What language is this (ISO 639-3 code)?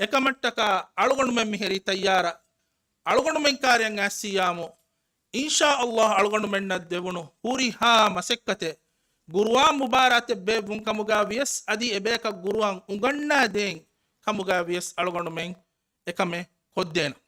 div